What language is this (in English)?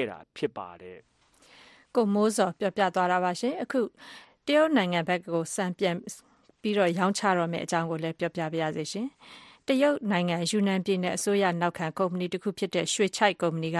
Burmese